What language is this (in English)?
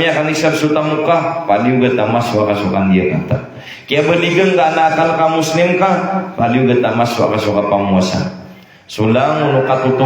Maranao